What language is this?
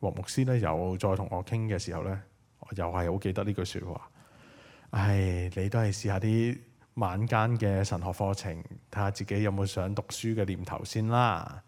Cantonese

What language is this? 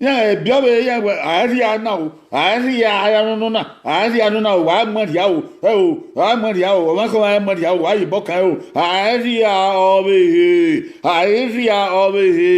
Bini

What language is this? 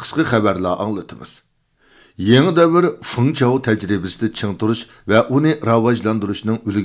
Uyghur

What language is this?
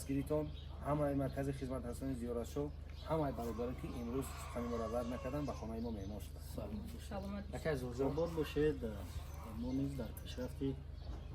Tajik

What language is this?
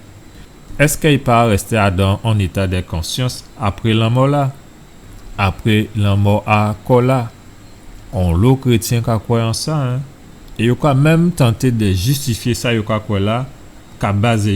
Guadeloupean Creole French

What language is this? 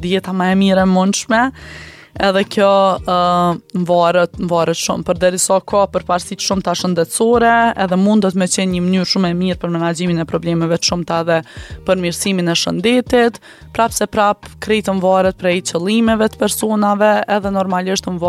Albanian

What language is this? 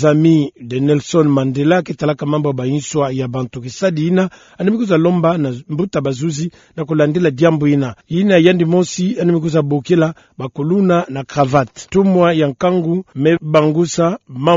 Kituba (Democratic Republic of Congo)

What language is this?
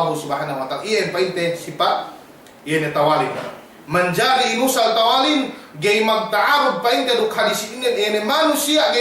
Yakan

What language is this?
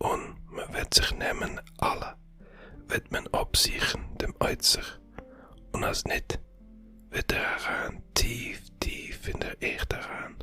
Yiddish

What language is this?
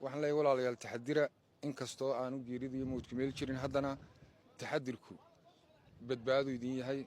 Somali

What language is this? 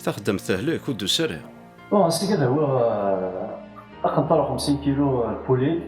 Kabyle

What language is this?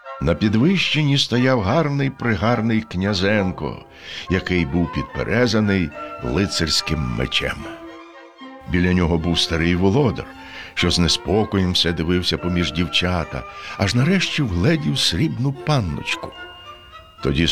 Ukrainian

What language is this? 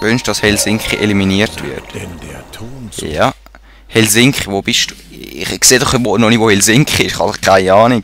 Swiss German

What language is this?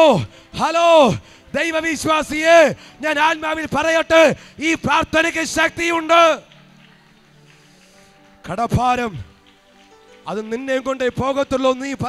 Malayalam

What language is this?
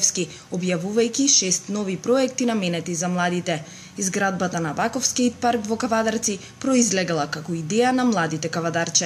Macedonian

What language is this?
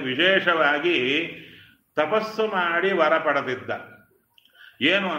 Kannada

